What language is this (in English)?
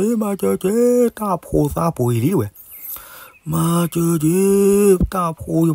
S'gaw Karen